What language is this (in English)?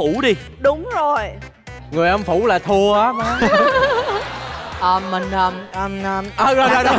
Vietnamese